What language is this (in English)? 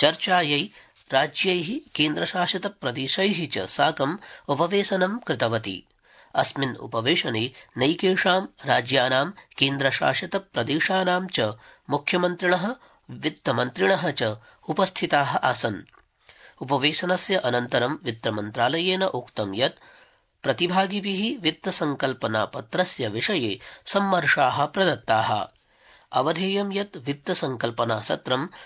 Sanskrit